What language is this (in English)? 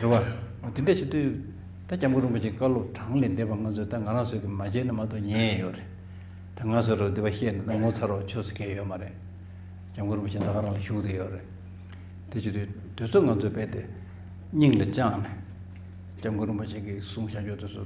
Tibetan